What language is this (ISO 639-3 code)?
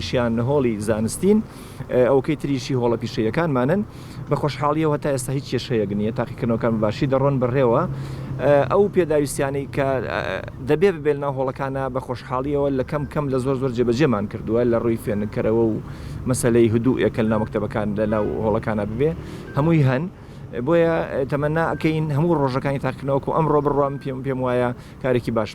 ckb